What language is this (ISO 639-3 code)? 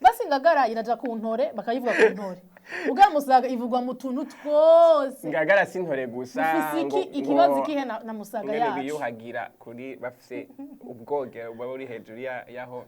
run